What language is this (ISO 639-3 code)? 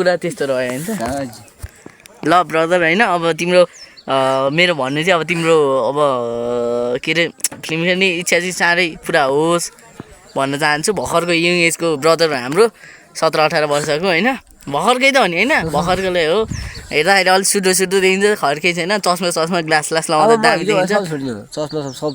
nep